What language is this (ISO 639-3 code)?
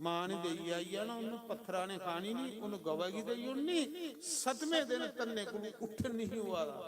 doi